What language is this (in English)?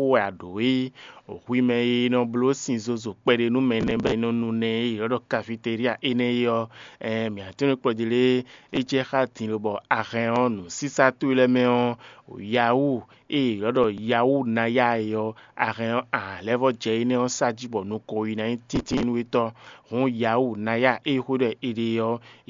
Fon